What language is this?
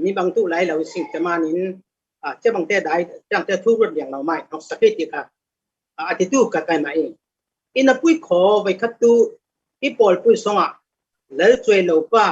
Falam Chin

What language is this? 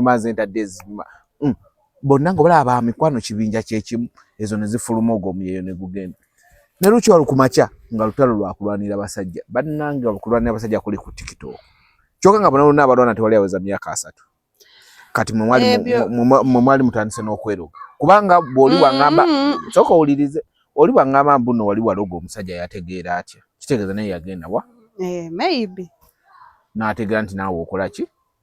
Ganda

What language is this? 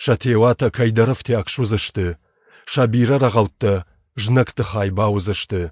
Ossetic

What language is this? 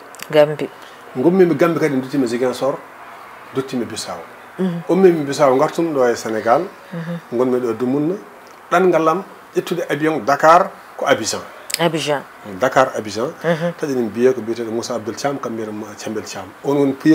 Fula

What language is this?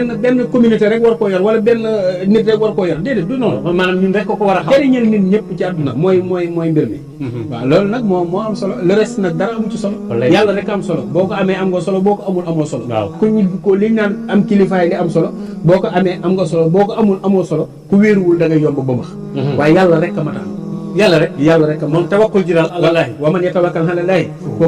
Wolof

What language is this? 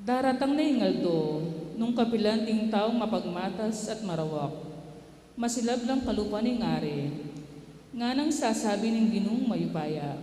Pampanga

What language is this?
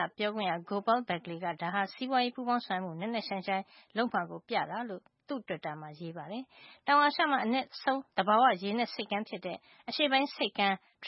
Burmese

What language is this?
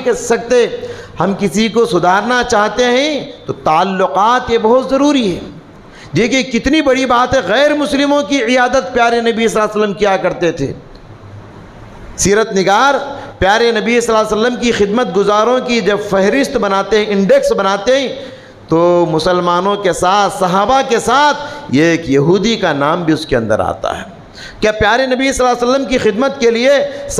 Urdu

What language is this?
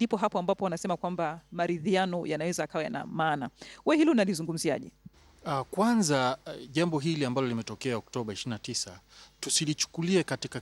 Swahili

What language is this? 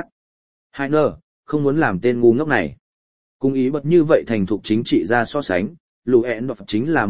Vietnamese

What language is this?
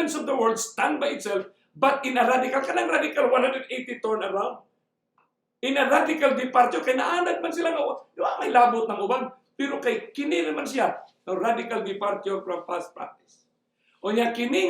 Cebuano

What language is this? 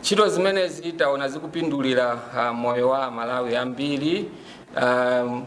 Nyanja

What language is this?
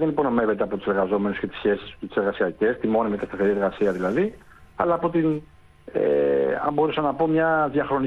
Greek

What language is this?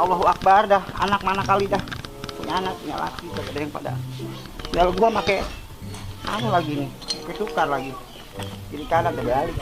Betawi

